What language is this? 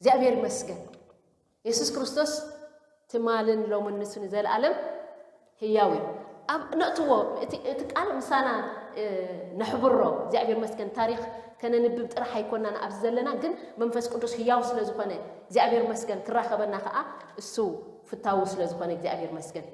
Tigrinya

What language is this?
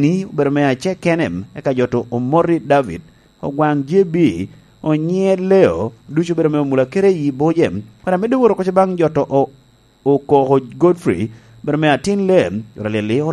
Lango (Uganda)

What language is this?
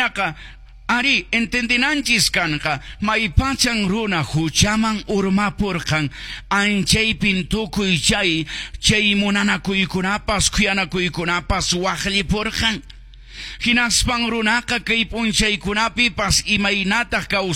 Quechua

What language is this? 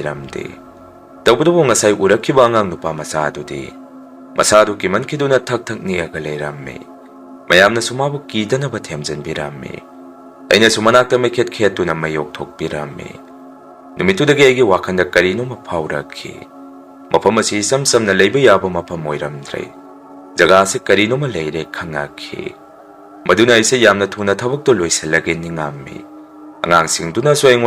Manipuri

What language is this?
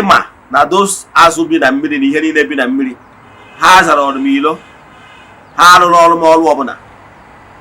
Igbo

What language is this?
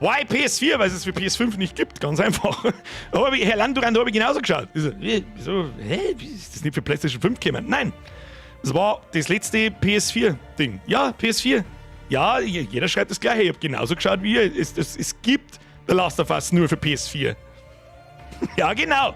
Bavarian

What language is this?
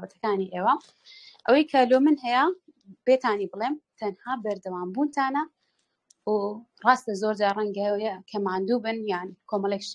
Central Kurdish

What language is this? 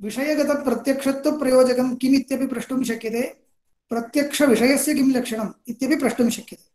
Sanskrit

